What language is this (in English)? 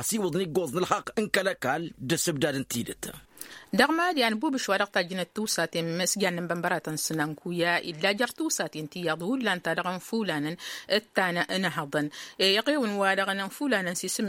Tamasheq